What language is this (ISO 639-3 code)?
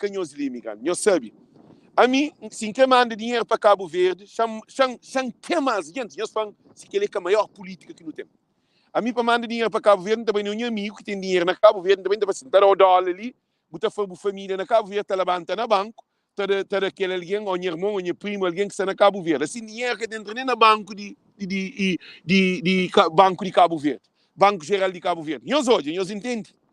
kea